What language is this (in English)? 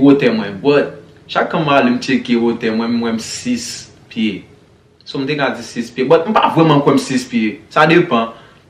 Haitian Creole